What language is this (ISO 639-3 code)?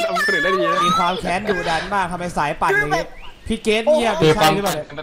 tha